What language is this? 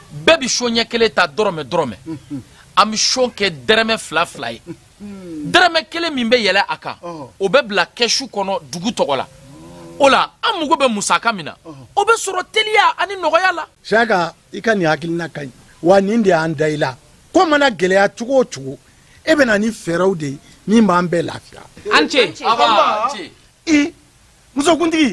Bambara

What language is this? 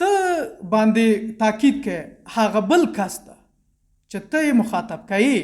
Pashto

